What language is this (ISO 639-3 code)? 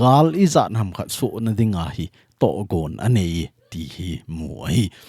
tcz